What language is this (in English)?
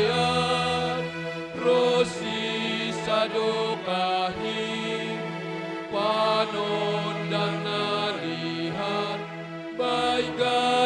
Batak Simalungun